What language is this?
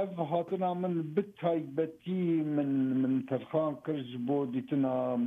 Kurdish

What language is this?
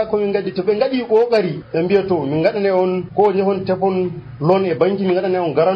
Nigerian Fulfulde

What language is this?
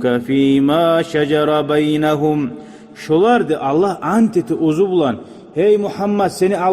Kumyk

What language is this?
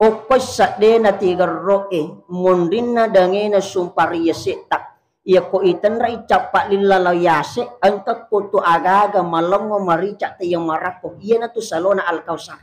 Buginese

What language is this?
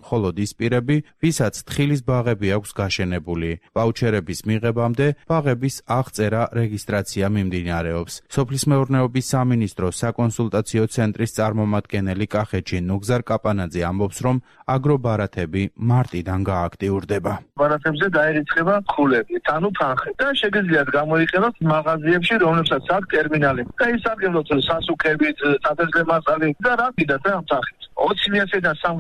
Georgian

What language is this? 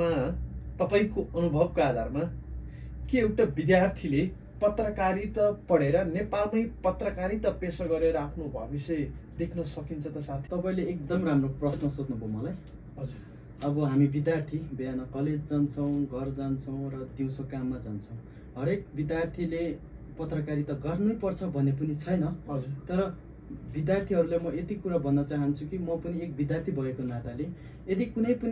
Nepali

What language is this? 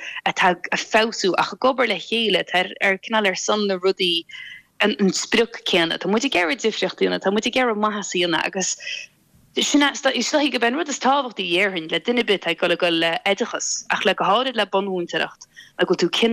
Irish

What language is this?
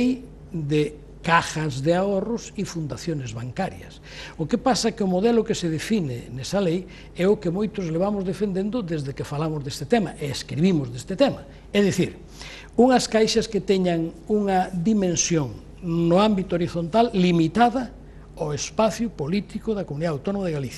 Galician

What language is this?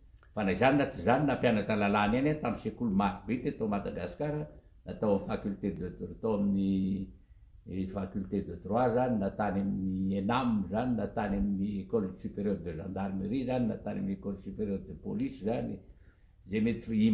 Malagasy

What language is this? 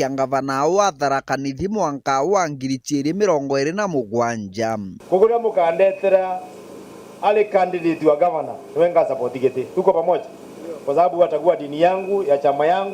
Meru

